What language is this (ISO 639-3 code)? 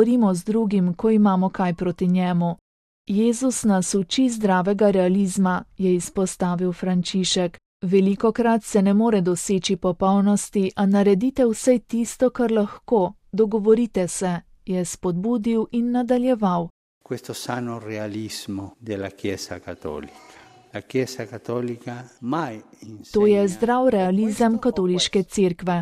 slv